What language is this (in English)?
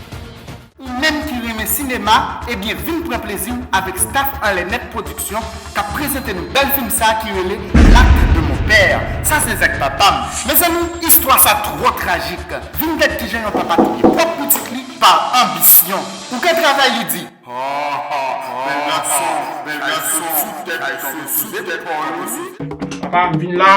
Haitian Creole